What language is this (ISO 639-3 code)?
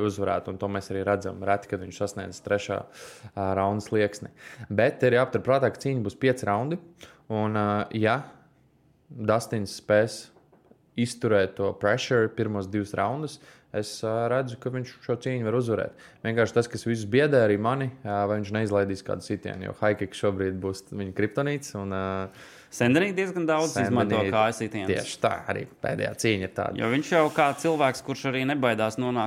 lav